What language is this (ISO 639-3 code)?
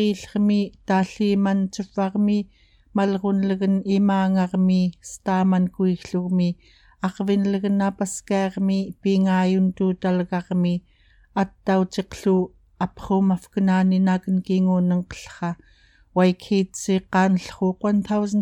esu